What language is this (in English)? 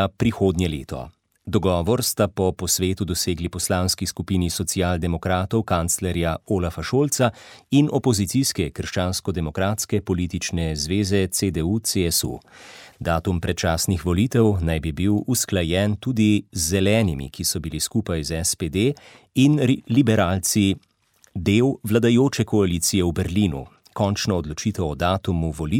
Slovenian